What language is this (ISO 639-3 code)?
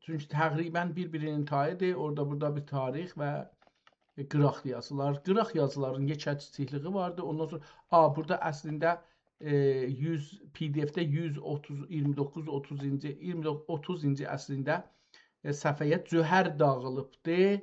azb